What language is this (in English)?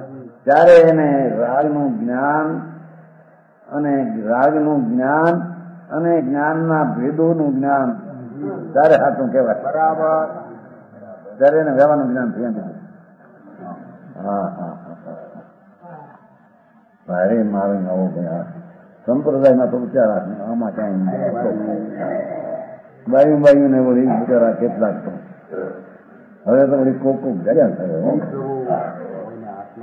Gujarati